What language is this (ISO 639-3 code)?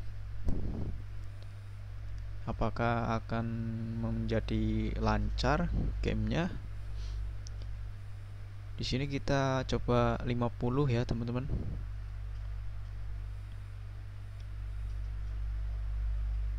ind